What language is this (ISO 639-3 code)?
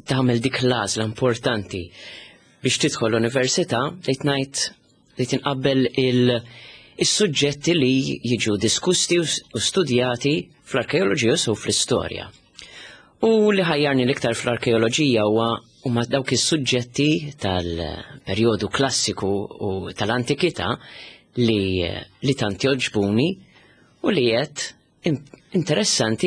mlt